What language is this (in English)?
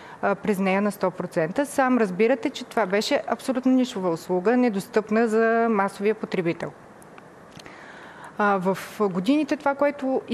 Bulgarian